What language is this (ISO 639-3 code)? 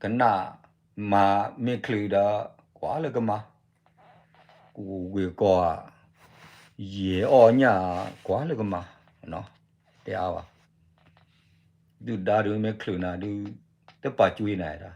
ksw